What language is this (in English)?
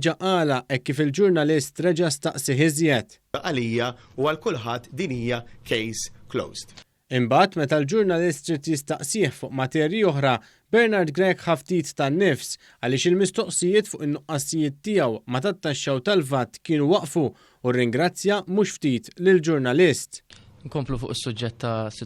Maltese